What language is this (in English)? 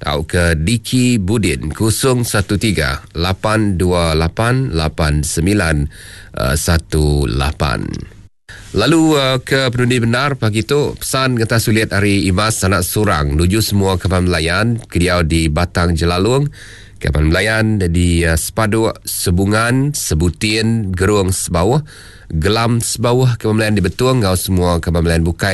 Iban